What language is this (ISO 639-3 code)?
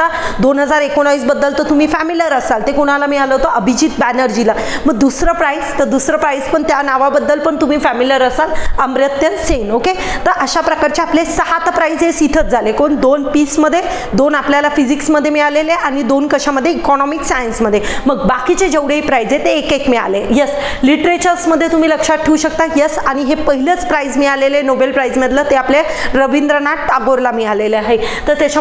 mar